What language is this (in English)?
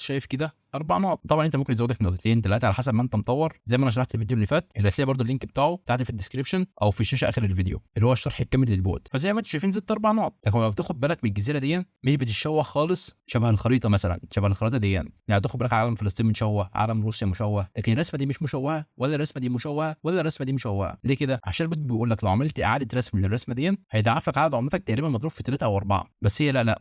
Egyptian Arabic